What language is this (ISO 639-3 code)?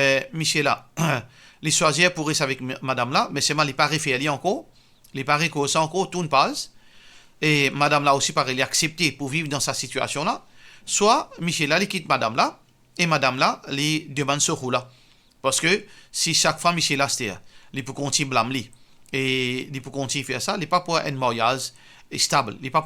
mfe